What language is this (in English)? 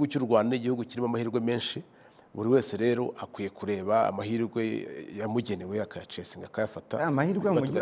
Kinyarwanda